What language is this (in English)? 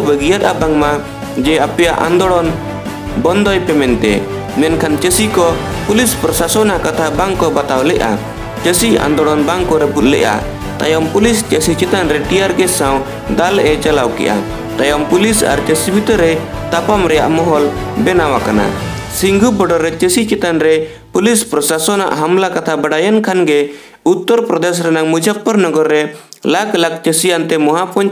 Santali